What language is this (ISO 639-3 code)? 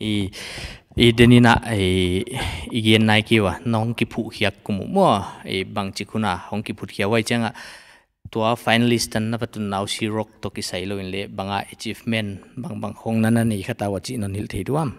pck